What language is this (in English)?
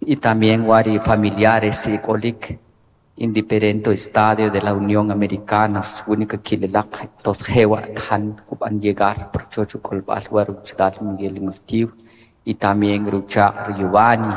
Kʼicheʼ